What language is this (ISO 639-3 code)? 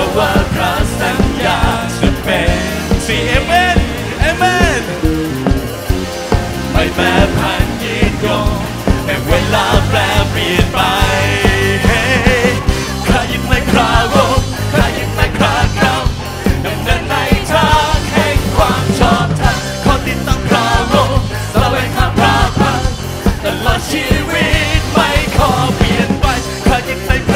tha